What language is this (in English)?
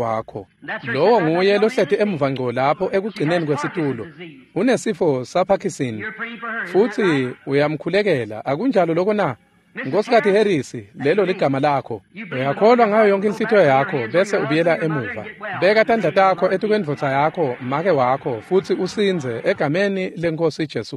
Swati